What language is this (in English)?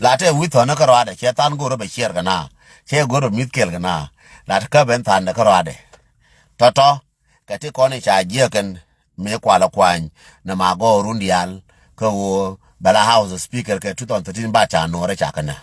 Nuer